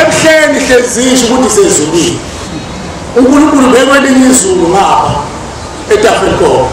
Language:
Zulu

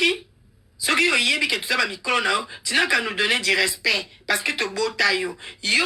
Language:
Lingala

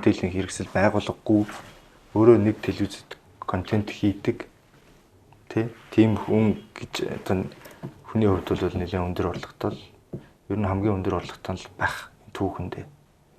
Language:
Mongolian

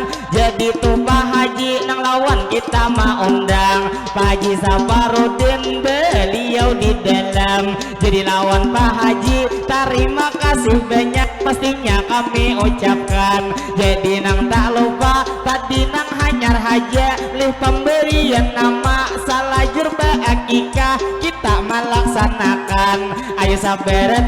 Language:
Banjar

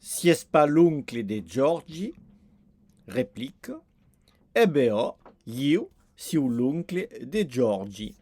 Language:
Occitan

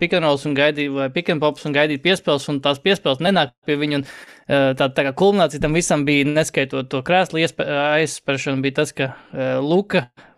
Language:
Latvian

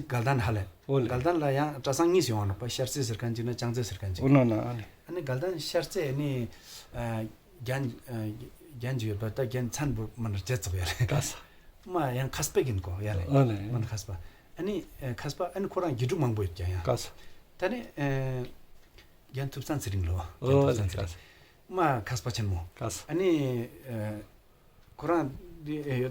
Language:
Ladakhi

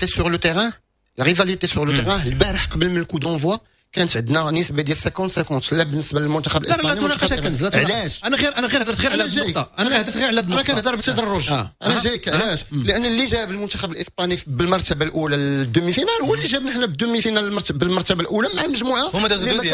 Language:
Moroccan Arabic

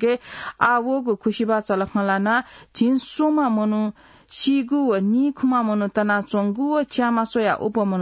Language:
Newari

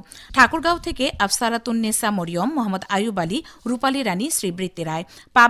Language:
Bangla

